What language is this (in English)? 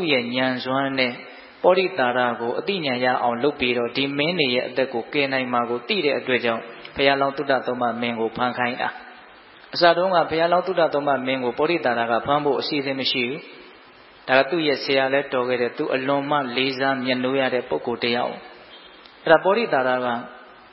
Burmese